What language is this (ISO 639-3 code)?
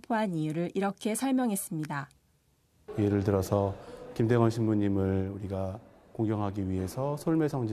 kor